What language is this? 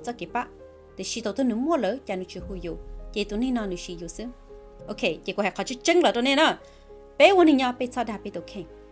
Hmong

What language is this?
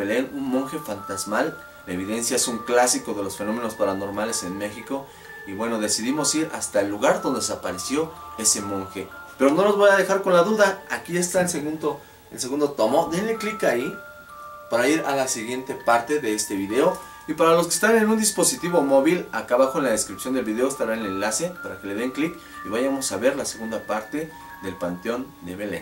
Spanish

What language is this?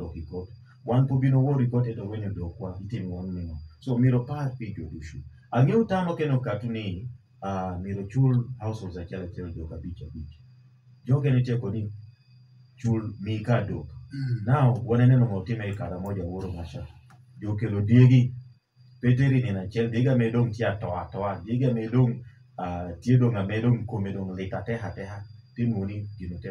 Lango (Uganda)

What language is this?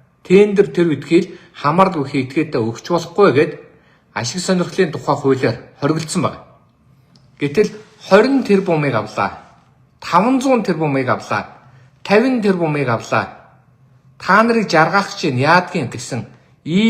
Mongolian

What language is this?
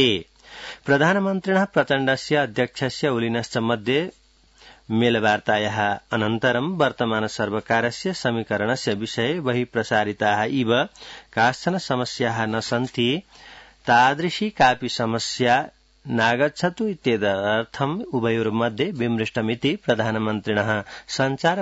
Sanskrit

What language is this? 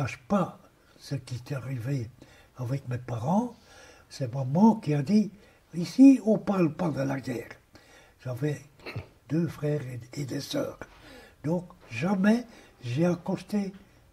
French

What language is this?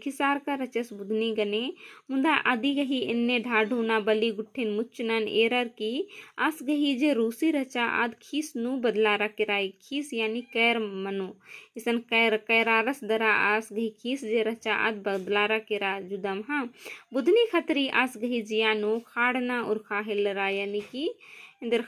Kurukh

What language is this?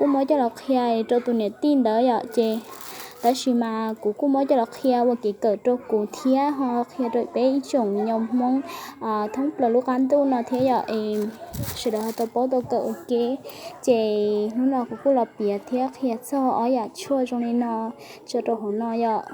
Hmong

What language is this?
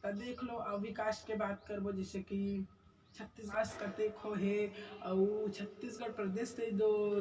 Chhattisgarhi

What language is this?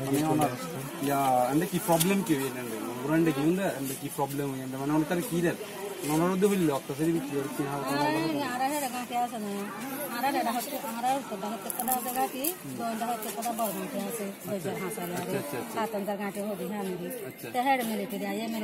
Assamese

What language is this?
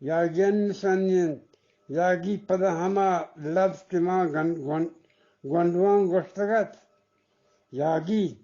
Eastern Balochi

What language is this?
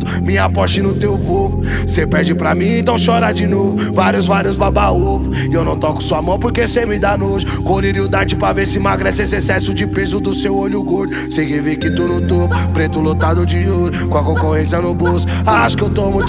Portuguese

